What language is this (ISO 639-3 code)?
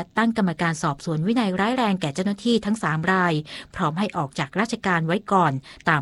tha